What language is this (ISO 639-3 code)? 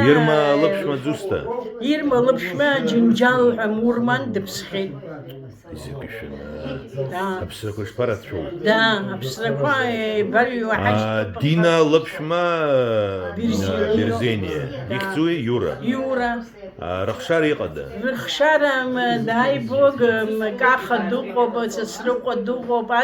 abk